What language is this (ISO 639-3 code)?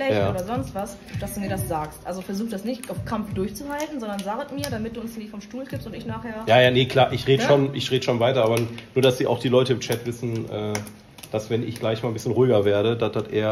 deu